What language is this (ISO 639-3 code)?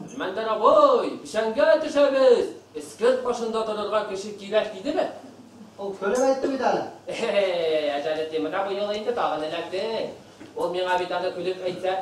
bak